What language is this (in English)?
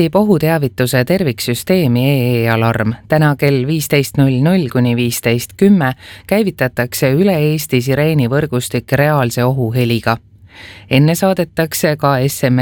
Estonian